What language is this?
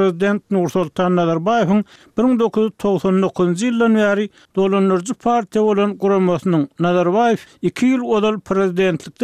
Turkmen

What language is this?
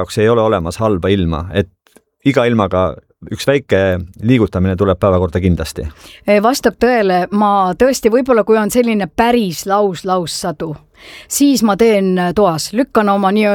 Estonian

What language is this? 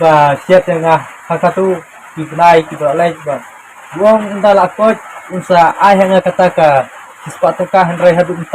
Khasi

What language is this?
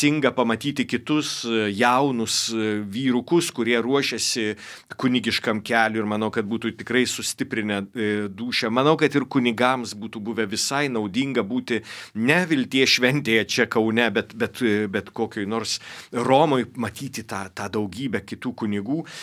Lithuanian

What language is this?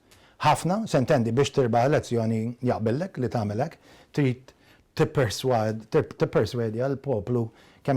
Maltese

